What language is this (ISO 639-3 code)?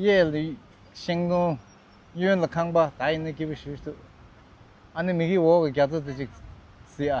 bod